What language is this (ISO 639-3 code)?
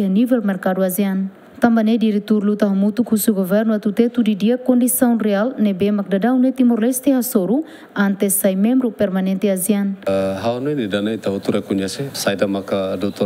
tet